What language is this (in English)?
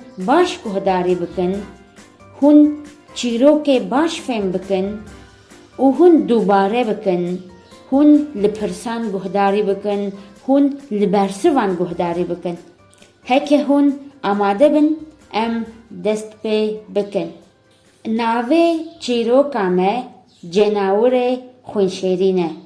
Kurdish